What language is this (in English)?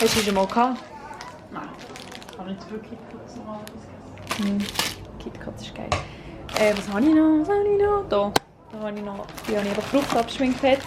Swiss German